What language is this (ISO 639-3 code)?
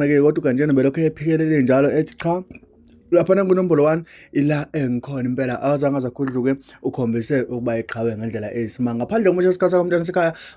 zul